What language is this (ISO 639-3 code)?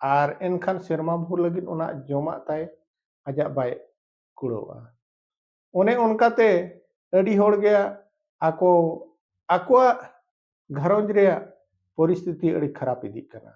sat